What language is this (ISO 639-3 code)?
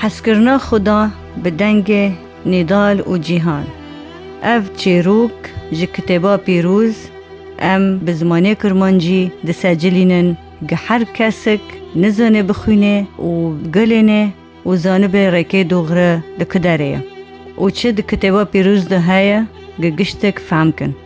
kur